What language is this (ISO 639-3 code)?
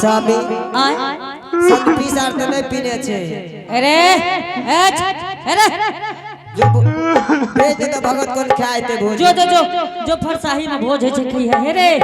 anp